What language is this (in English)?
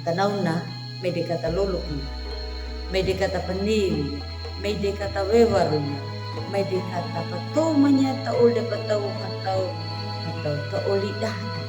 Anakalangu